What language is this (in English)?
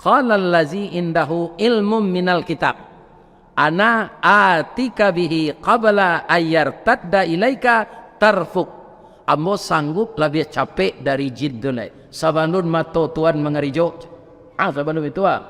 Minangkabau